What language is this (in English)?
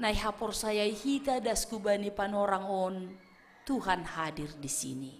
Batak Simalungun